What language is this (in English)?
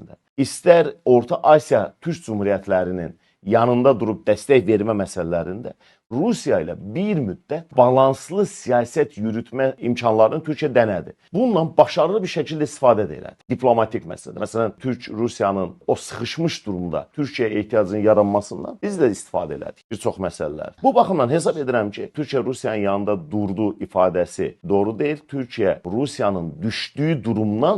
Azerbaijani